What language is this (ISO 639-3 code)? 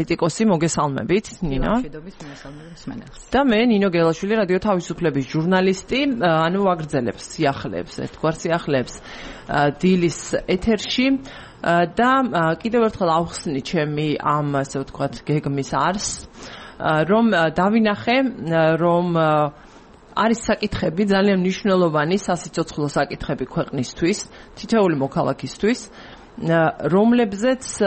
kat